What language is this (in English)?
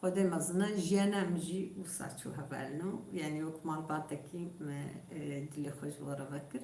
Kurdish